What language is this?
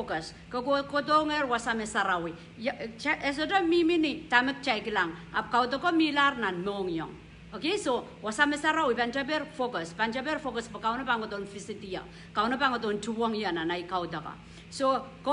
Pohnpeian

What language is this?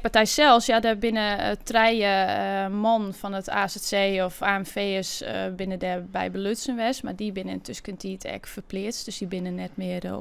Western Frisian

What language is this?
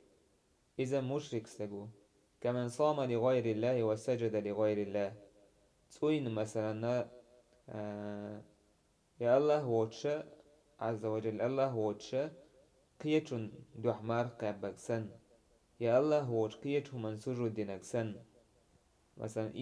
Chechen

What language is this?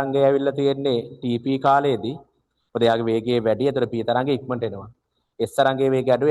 Sinhala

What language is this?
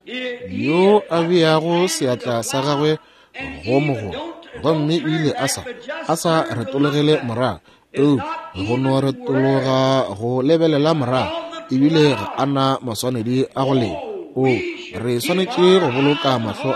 Northern Sotho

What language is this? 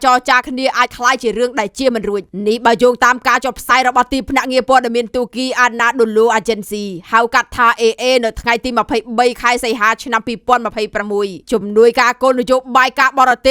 Khmer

